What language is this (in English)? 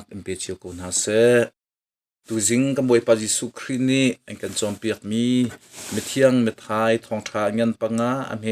Hakha Chin